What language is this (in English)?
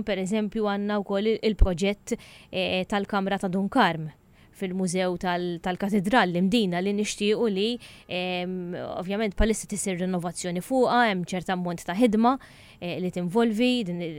Maltese